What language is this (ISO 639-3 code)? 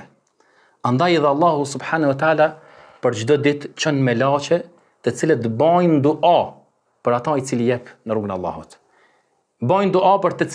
sqi